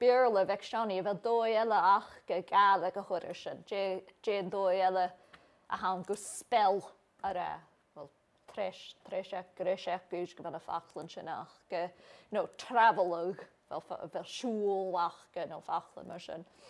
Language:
Scottish Gaelic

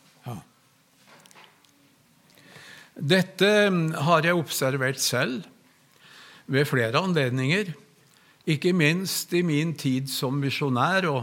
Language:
Norwegian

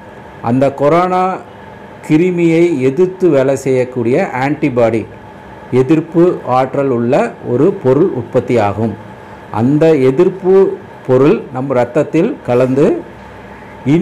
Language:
Tamil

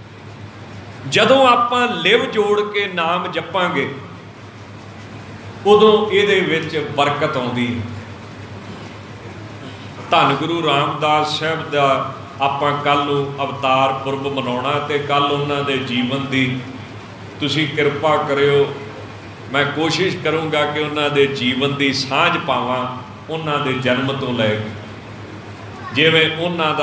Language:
Punjabi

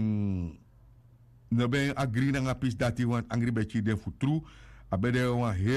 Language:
Sranan Tongo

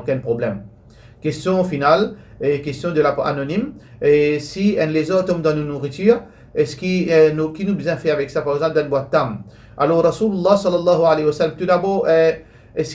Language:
Morisyen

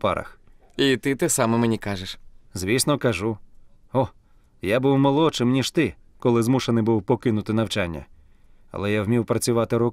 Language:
Ukrainian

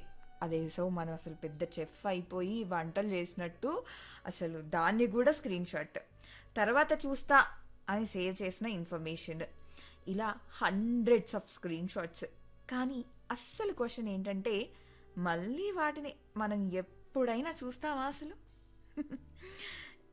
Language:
Telugu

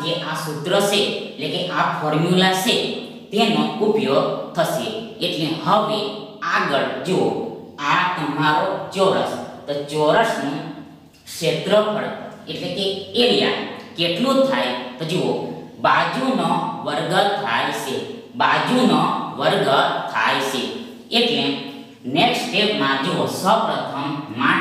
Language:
Gujarati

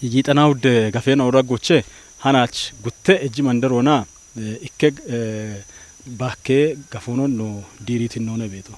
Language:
Kafa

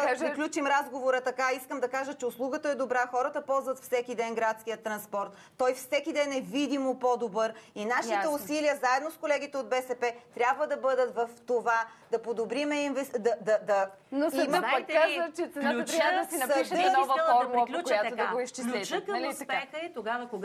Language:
Bulgarian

